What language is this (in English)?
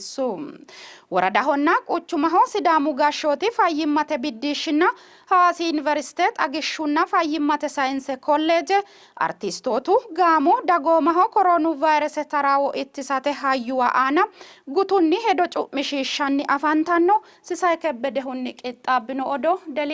Sidamo